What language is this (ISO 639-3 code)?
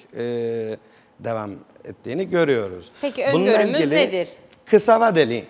tur